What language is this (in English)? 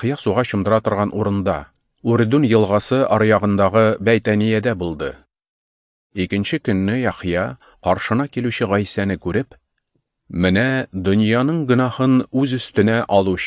Tatar